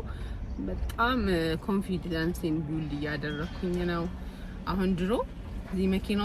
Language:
Amharic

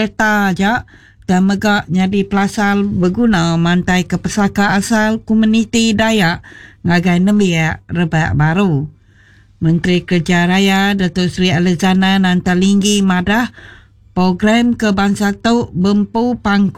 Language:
Iban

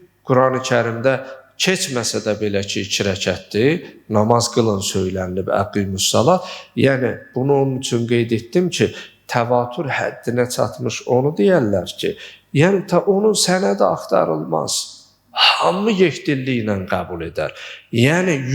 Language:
Azerbaijani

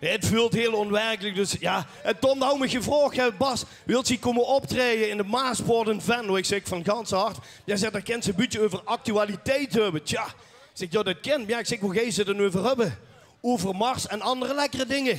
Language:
Limburgish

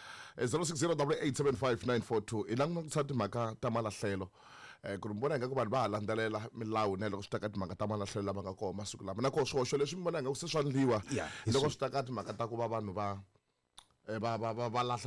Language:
Tsonga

